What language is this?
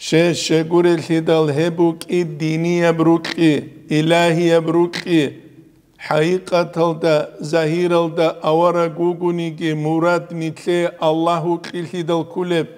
Avaric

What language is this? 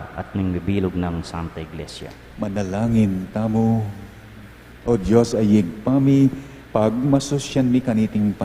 Pampanga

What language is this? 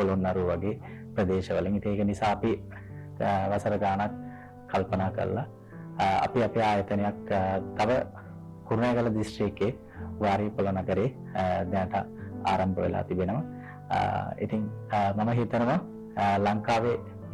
Sinhala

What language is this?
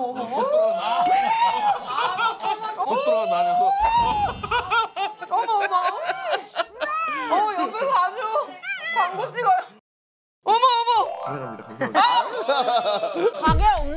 Korean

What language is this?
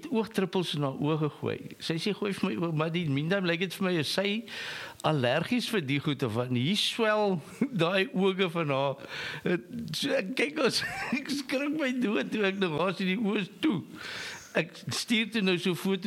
Afrikaans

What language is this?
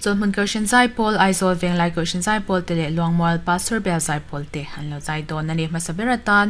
Mizo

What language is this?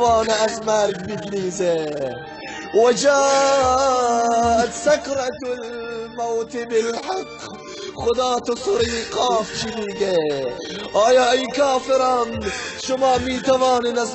Tajik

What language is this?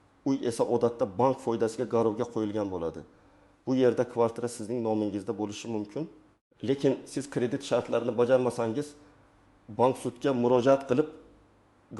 Uzbek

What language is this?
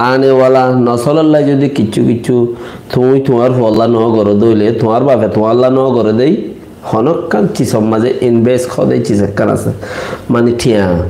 Rohingya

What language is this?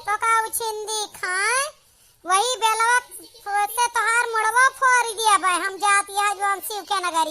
Awadhi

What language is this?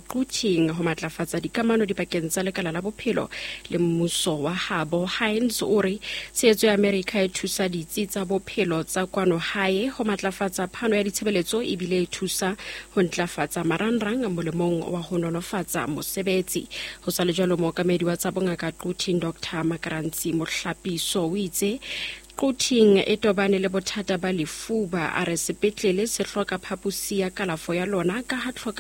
Southern Sotho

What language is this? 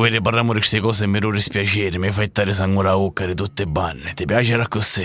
Sicilian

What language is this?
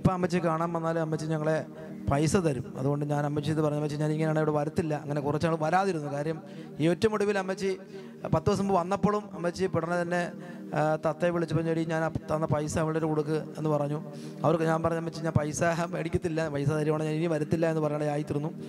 Malayalam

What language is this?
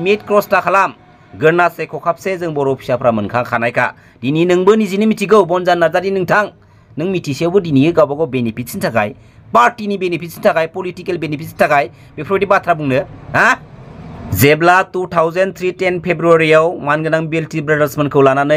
Bodo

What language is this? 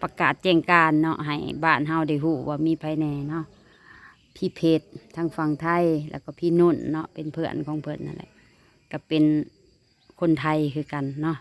Lao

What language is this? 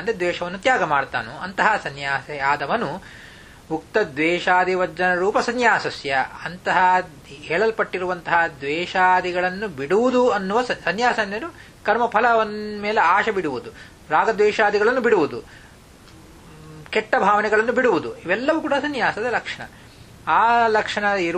Kannada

